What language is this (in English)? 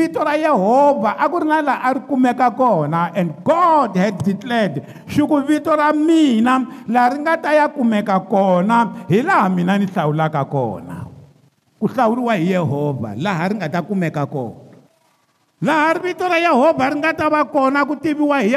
Tsonga